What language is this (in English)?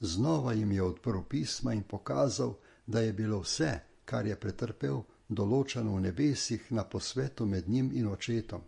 Slovenian